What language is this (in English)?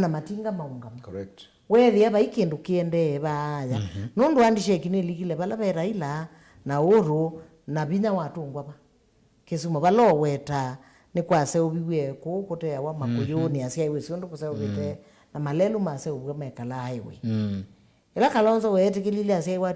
Kamba